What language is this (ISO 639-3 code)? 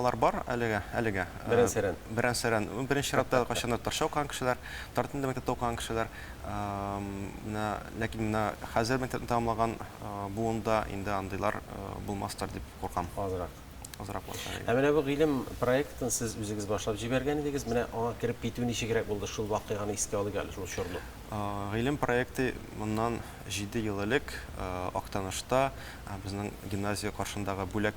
tat